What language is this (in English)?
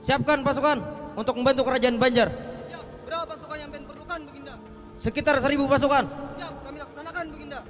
Banjar